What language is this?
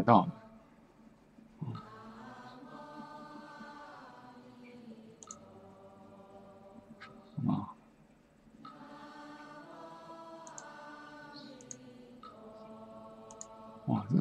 Chinese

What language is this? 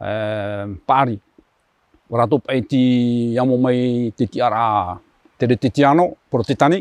Tahitian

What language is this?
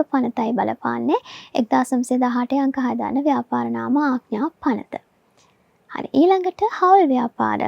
Sinhala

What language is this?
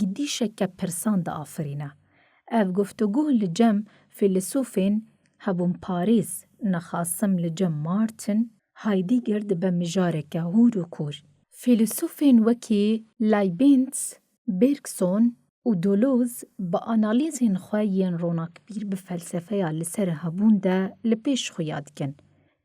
Kurdish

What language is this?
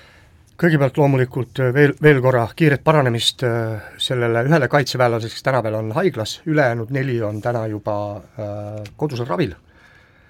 Estonian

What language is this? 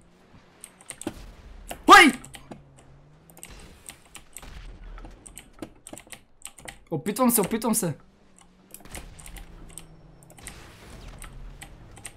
Bulgarian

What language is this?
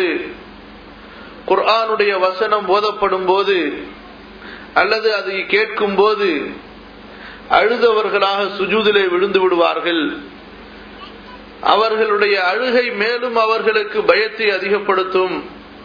Tamil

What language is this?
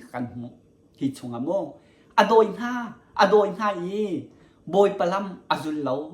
Hakha Chin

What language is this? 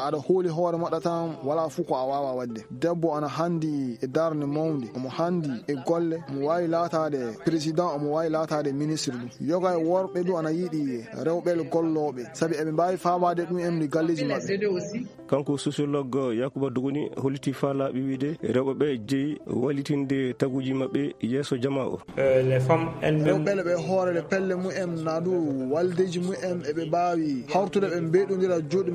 Fula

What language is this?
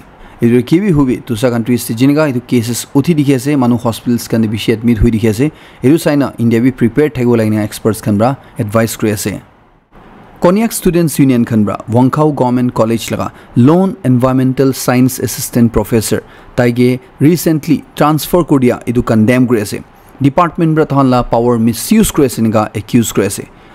Naga Pidgin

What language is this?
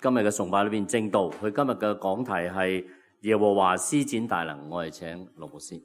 Cantonese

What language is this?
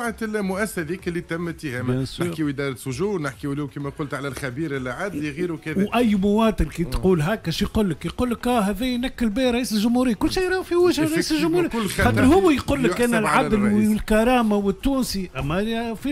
Tunisian Arabic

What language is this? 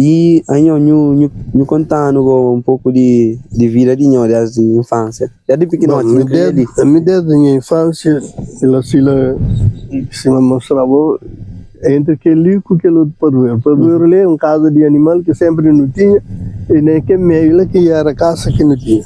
Kabuverdianu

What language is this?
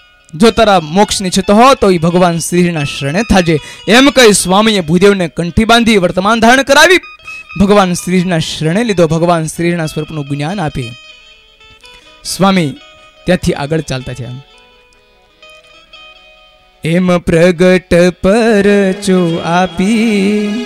Gujarati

